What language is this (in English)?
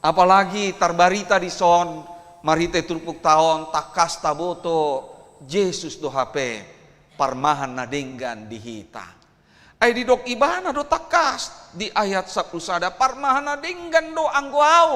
Batak Toba